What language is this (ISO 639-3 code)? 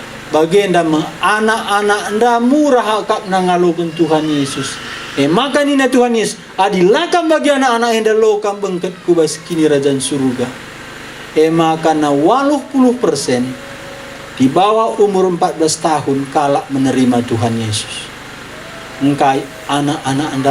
btx